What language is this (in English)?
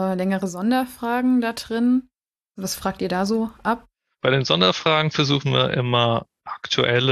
German